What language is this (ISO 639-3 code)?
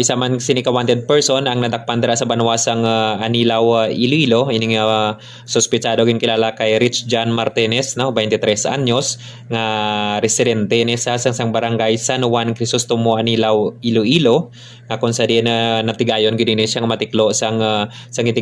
hil